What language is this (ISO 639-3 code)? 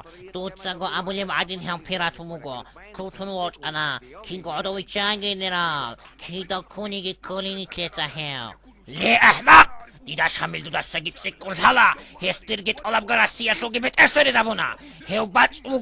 ava